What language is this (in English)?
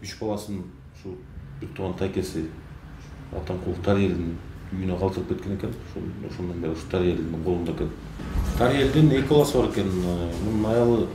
Kyrgyz